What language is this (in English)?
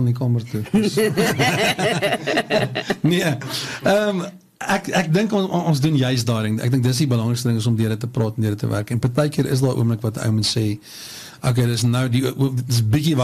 Afrikaans